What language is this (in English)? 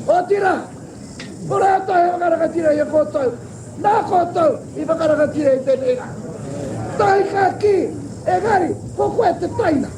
Māori